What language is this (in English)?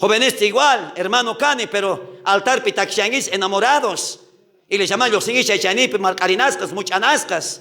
South Bolivian Quechua